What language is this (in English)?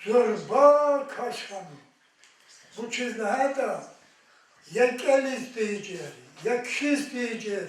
Lezghian